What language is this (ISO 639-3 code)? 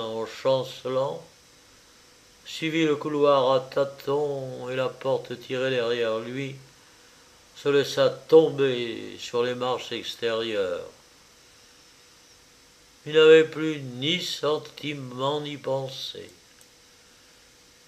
fra